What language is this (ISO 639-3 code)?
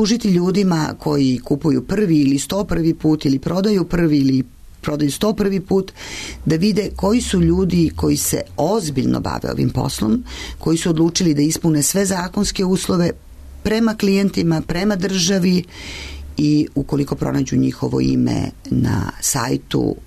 srp